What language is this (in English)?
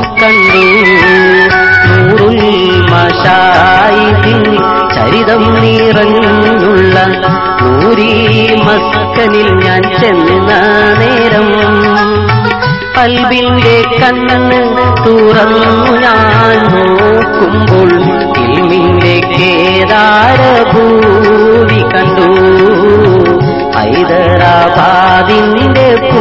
Malayalam